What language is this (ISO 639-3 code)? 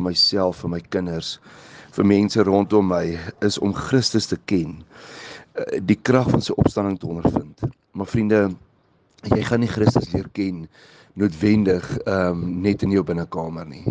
afr